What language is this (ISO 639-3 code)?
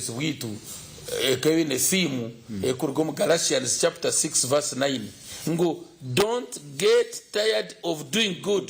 nyn